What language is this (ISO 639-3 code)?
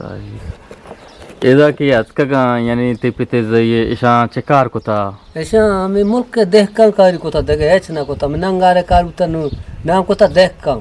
bgp